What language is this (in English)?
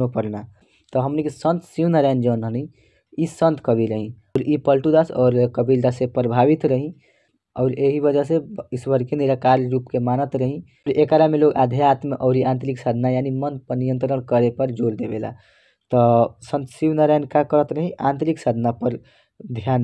Bhojpuri